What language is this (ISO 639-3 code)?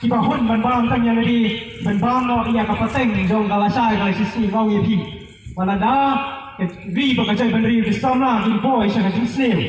kha